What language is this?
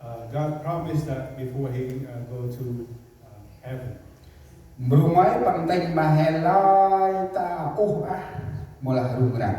Central Mnong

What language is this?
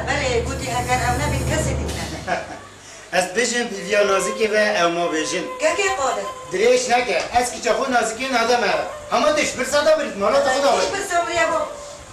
Kurdish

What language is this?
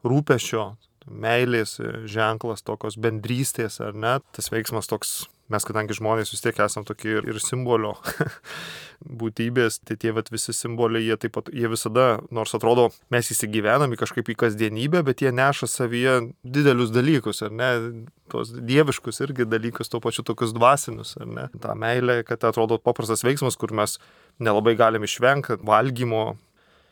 Lithuanian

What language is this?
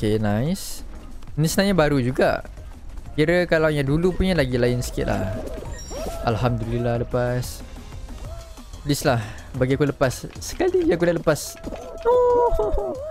Malay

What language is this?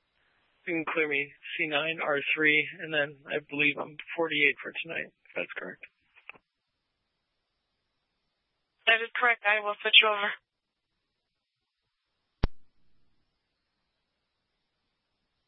English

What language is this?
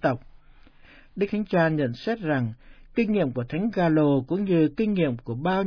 Vietnamese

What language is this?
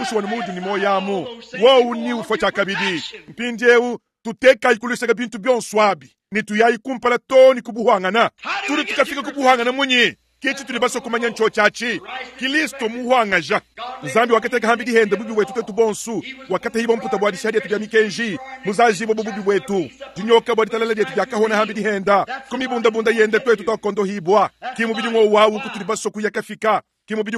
Luba-Lulua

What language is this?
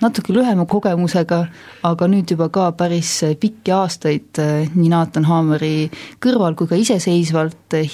Estonian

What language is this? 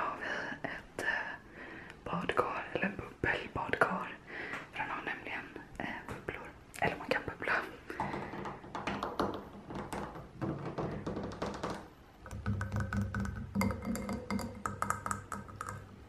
Swedish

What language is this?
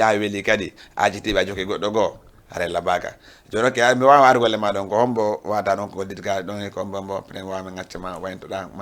Fula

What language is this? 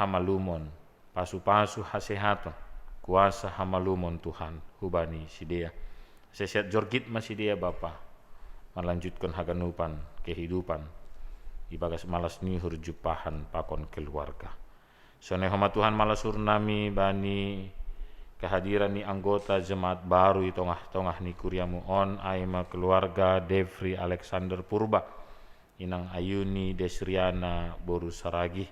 Batak Simalungun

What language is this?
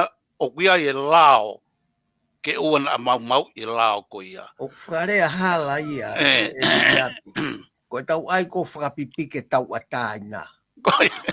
Tongan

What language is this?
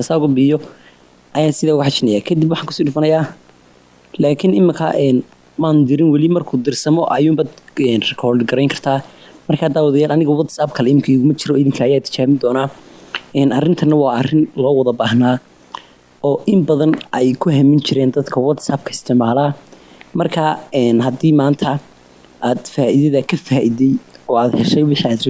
Somali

